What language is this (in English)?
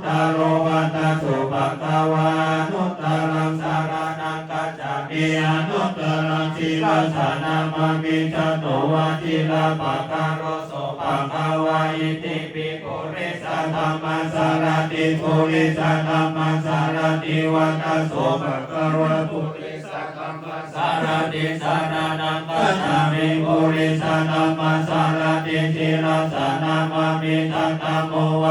Pali